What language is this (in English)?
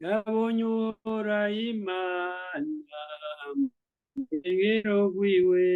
Rundi